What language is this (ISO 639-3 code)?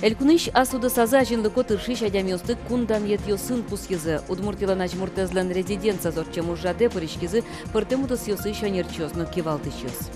udm